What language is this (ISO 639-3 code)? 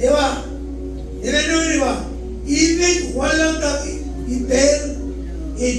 mah